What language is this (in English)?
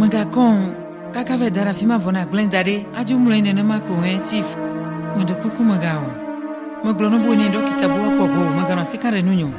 Ewe